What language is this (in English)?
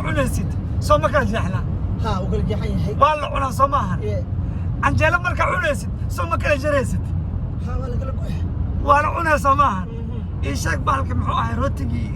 Somali